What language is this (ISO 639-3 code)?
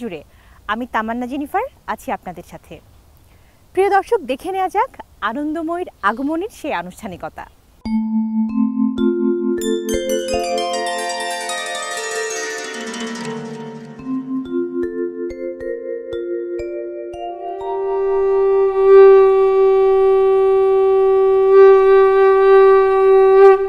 ben